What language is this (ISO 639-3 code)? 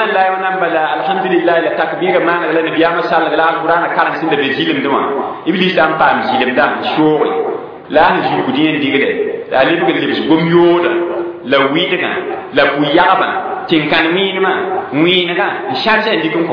mos